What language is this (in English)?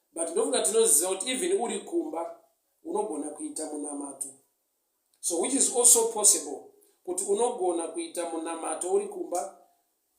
Shona